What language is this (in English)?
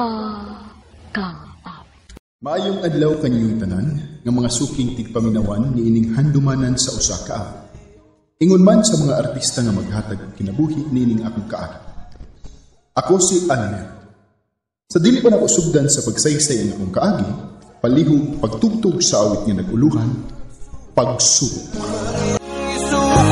Cebuano